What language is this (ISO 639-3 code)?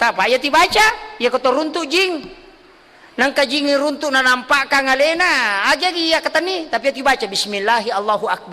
bug